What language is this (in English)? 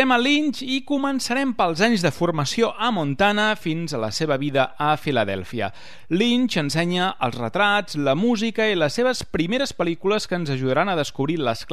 Catalan